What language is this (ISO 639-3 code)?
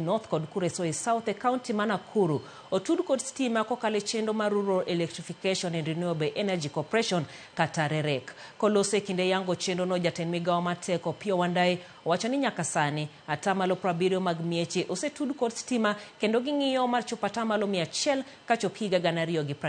luo